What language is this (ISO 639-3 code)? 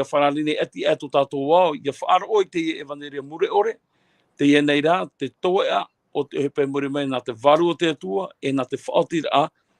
tah